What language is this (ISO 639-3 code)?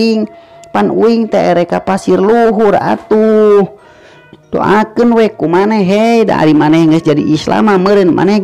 sun